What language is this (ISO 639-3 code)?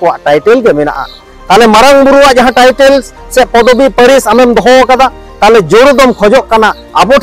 sat